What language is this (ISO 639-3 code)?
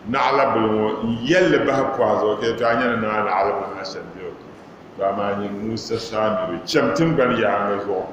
dag